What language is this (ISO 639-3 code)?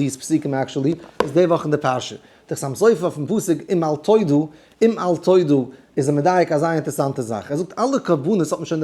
yid